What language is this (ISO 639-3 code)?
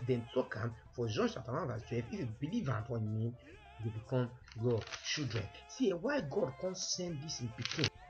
pcm